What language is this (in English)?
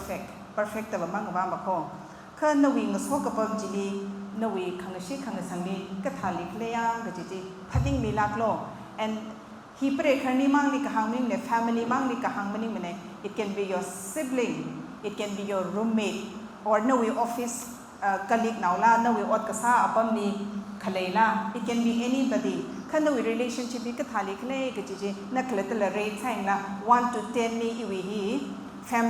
Tangkhul Naga (India)